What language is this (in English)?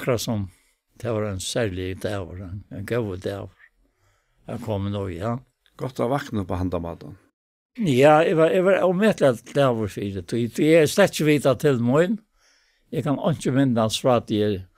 Faroese